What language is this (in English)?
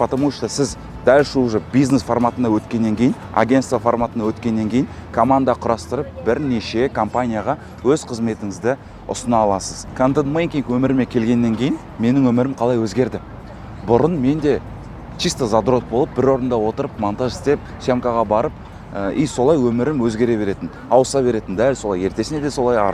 Kazakh